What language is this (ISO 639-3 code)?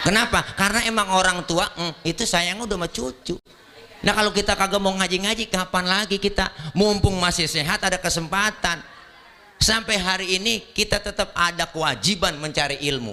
bew